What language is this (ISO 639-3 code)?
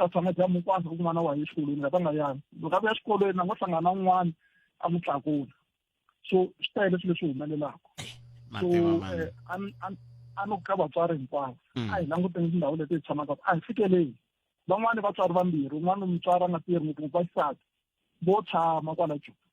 tso